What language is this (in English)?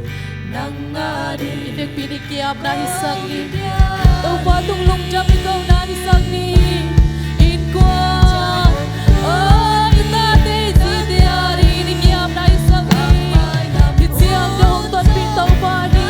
Tedim Chin